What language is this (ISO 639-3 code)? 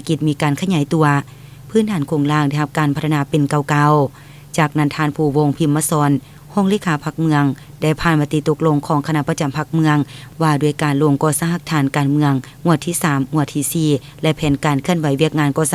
lao